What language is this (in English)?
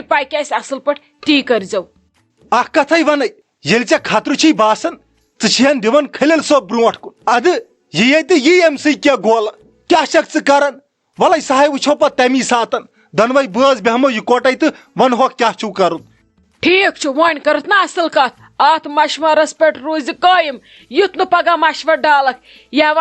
Kashmiri